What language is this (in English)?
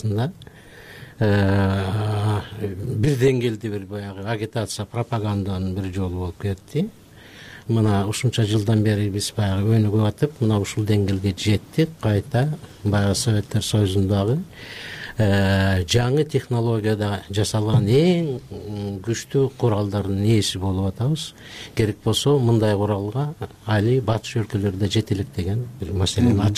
Kyrgyz